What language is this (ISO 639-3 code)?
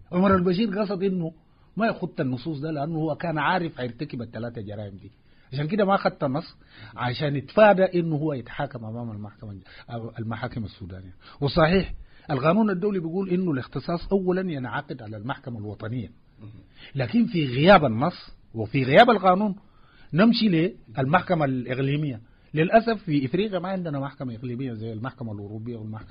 apd